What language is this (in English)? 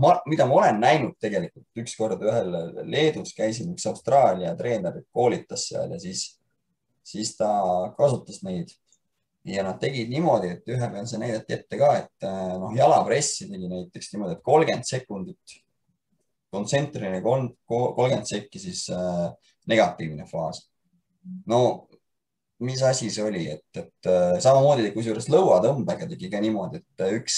Estonian